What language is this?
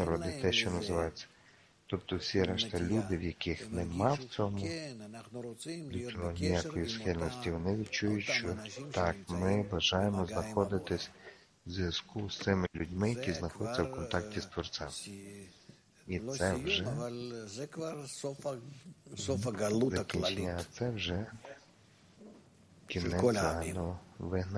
Ukrainian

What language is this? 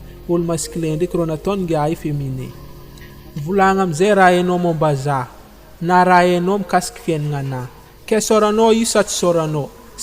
Malagasy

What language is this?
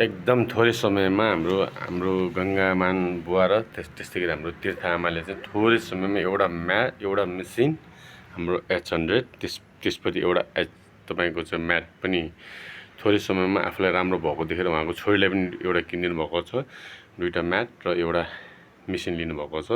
Nepali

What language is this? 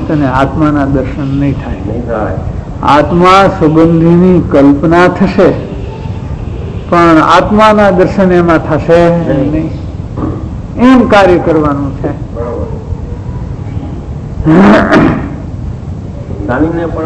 Gujarati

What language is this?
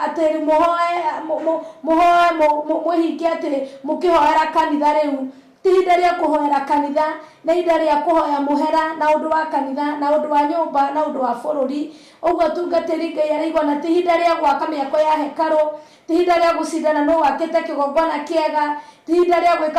Kikuyu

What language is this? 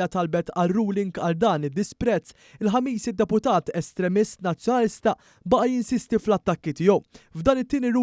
Maltese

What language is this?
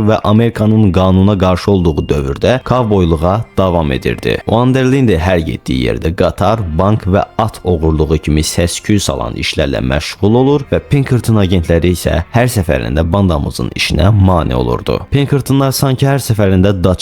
Azerbaijani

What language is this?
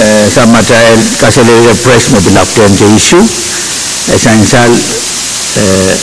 Pohnpeian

